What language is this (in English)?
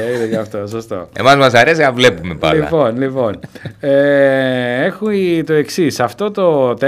Greek